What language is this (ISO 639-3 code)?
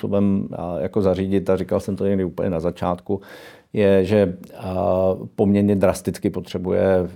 ces